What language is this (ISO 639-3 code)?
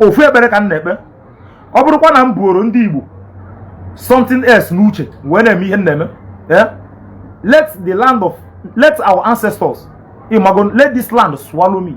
ibo